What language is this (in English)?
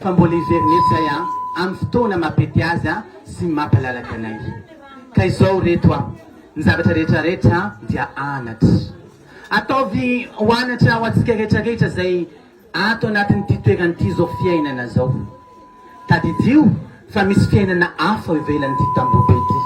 Malagasy